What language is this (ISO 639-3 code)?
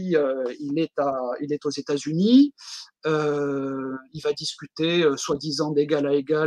fra